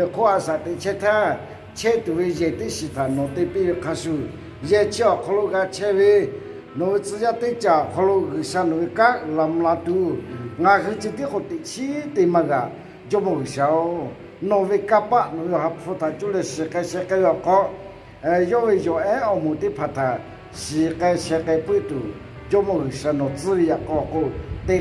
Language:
Akha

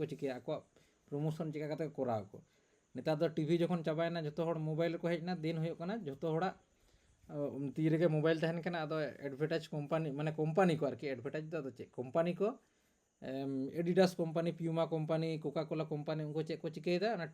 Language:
Santali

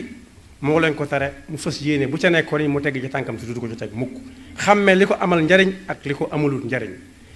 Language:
Wolof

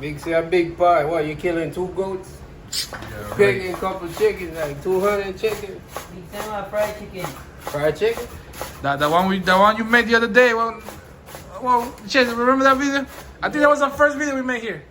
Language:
Jamaican Creole English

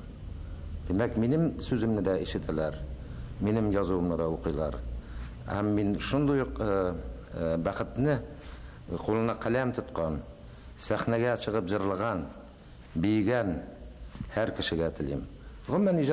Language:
Tatar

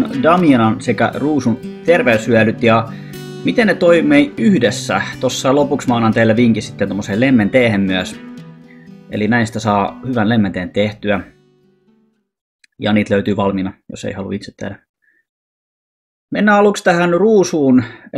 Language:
Finnish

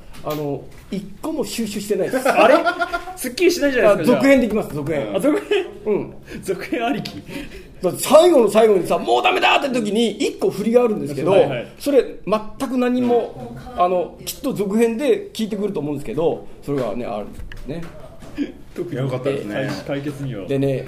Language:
Japanese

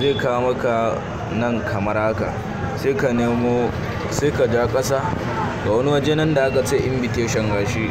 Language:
Hausa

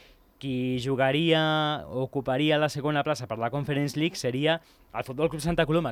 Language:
Catalan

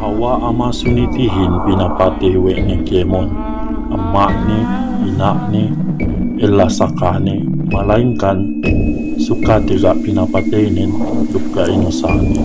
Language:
Yakan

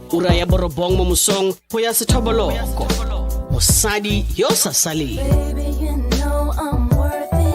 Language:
Tswana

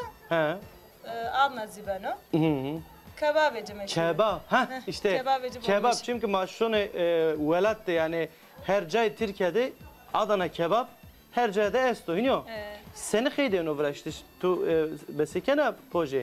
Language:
Zaza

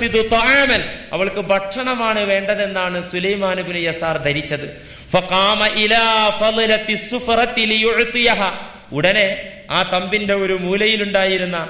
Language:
Malayalam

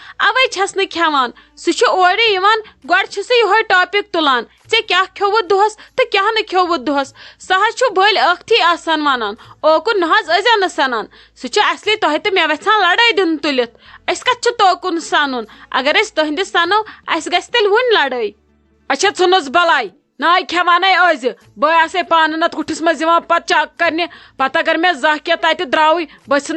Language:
Kashmiri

